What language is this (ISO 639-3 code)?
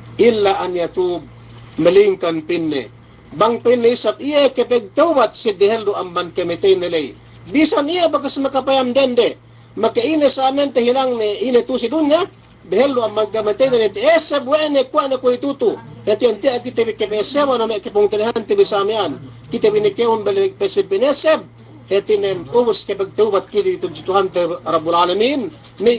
yka